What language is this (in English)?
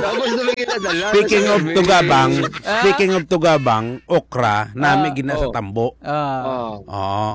Hiligaynon